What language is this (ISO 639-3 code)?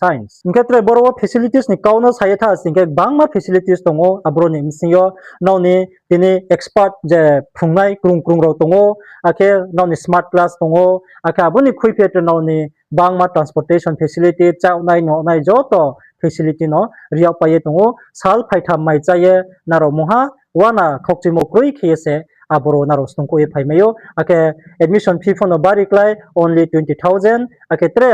ria